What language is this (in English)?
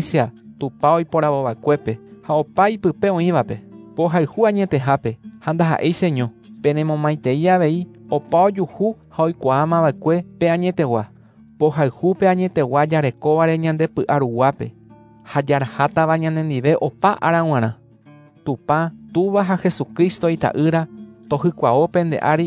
Guarani